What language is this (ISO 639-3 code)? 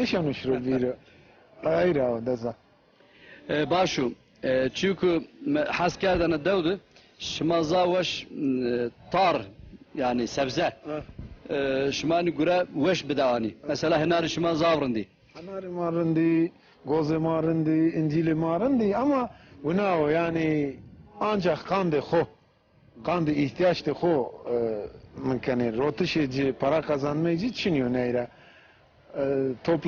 zza